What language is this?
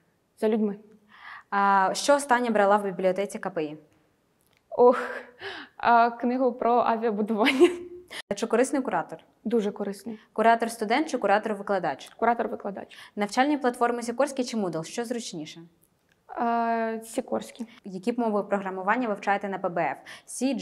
Ukrainian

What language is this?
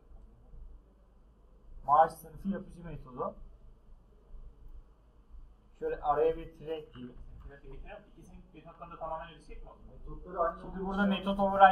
Turkish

